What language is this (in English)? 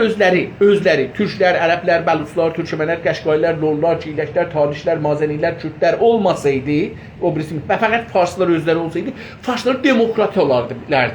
South Azerbaijani